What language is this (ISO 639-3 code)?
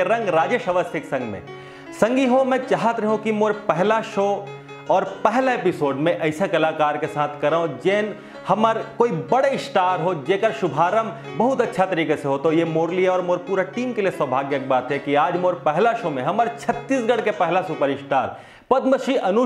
hne